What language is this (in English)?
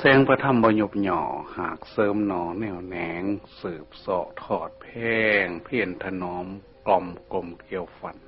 Northeastern Thai